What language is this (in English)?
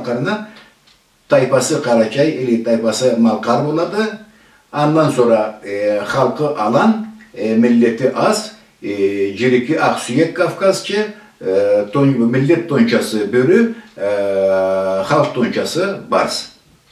Karachay-Balkar